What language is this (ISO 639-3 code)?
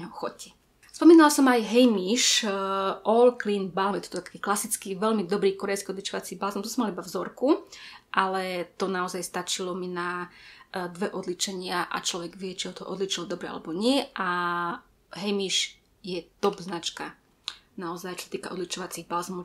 slk